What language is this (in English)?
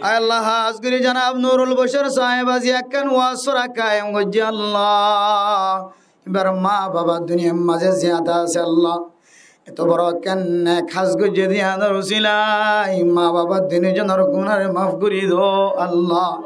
Rohingya